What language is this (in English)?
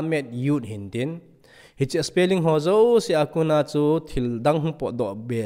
Thado Chin